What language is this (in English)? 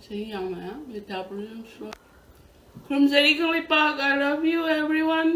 Manipuri